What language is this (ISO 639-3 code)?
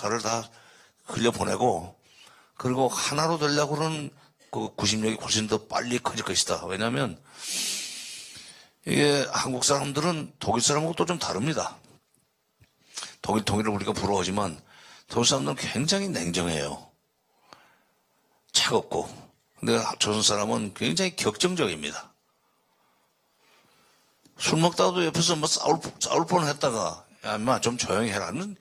kor